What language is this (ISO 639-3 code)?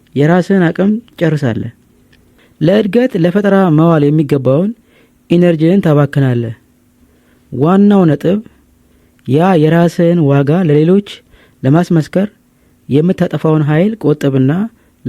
amh